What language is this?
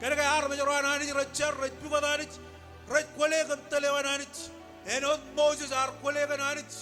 Marshallese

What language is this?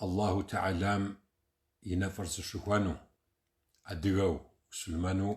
Kabardian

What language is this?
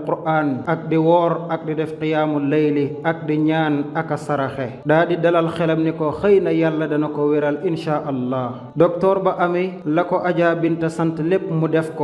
Wolof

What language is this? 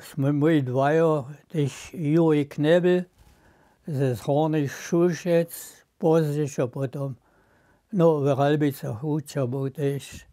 Upper Sorbian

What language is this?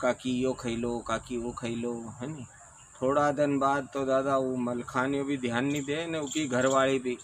Rajasthani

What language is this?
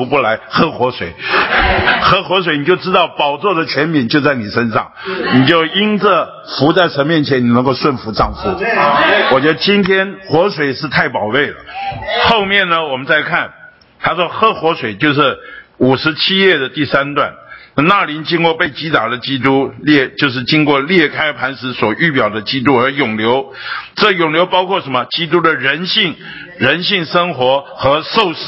Chinese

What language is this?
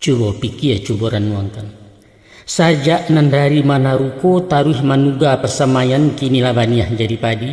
Minangkabau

